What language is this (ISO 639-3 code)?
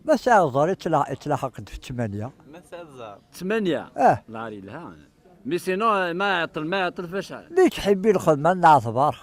kab